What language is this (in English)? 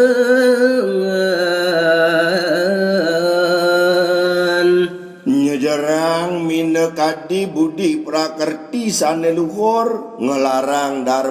Balinese